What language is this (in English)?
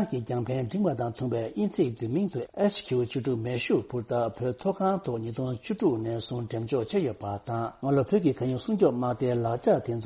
Tibetan